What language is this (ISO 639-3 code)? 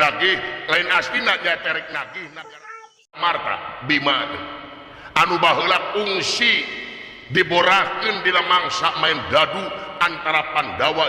sun